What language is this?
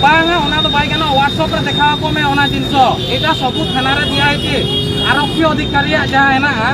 Santali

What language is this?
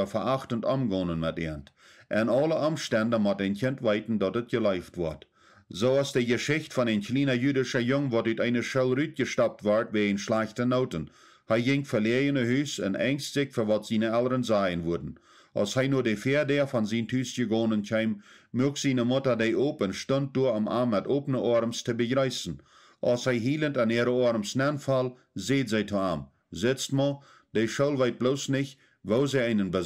Plautdietsch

